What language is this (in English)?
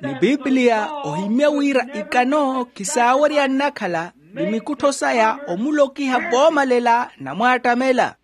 Makhuwa